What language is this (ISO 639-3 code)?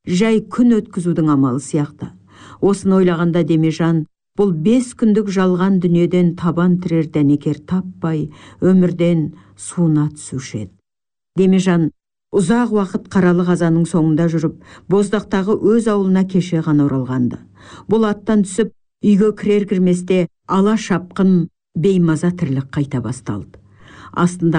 kaz